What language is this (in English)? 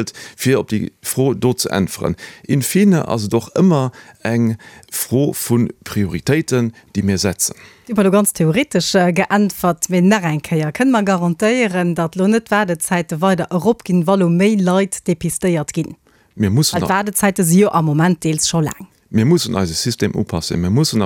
Luxembourgish